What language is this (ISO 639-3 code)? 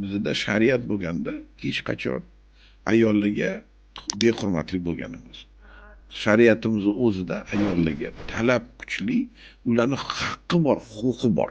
uzb